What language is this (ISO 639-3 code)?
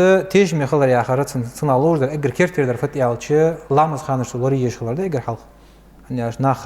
inh